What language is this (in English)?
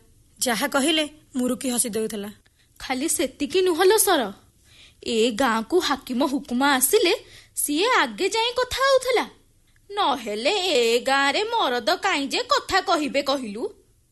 Odia